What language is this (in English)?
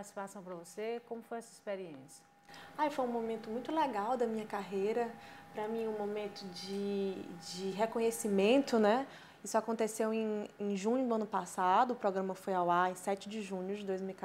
Portuguese